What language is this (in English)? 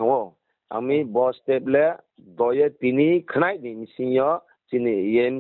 Riang (India)